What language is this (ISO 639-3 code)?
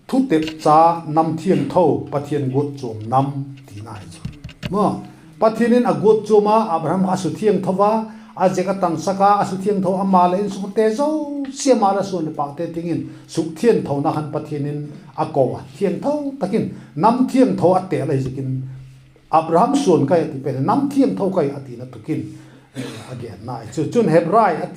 vap